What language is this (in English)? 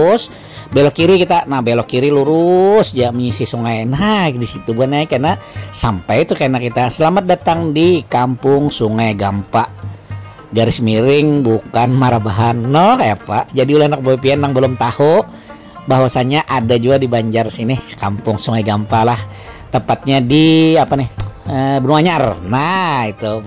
Banjar